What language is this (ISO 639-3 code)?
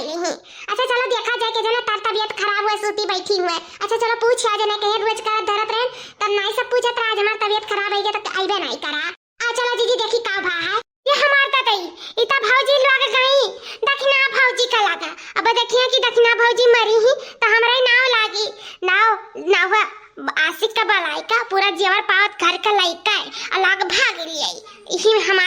awa